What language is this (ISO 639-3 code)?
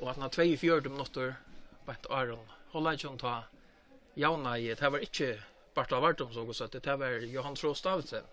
fao